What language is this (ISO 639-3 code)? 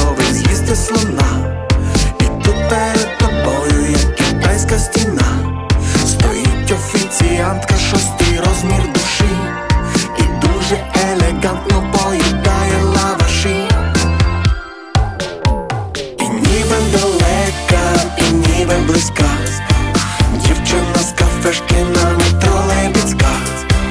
ukr